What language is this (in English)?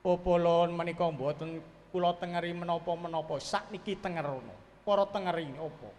Javanese